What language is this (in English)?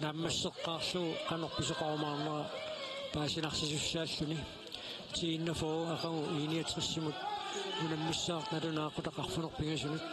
Kalaallisut